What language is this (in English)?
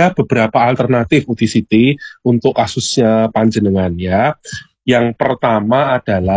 Indonesian